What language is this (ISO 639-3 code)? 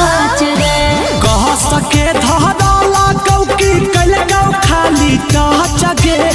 mag